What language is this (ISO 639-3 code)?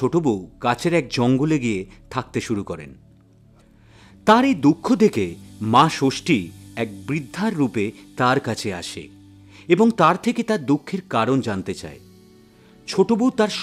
ben